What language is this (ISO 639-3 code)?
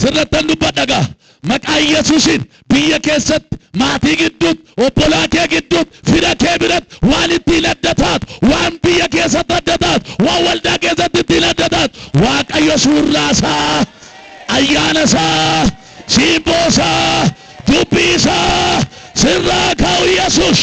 orm